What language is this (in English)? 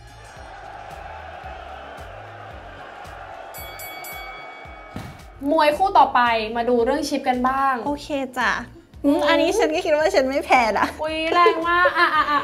Thai